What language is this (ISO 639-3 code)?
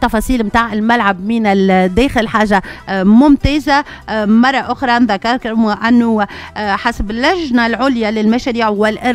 aeb